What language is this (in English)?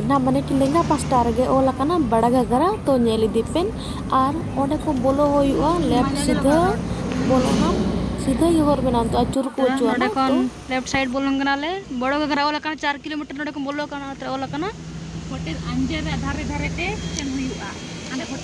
Santali